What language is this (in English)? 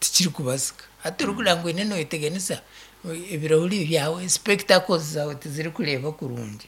Nyankole